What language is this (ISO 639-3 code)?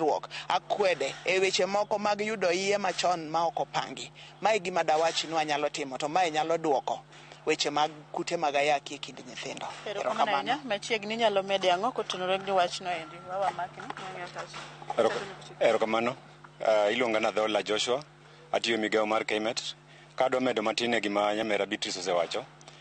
luo